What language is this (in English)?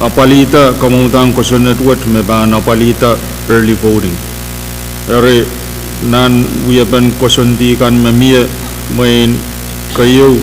Pohnpeian